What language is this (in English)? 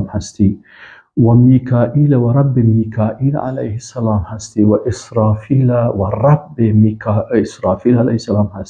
Persian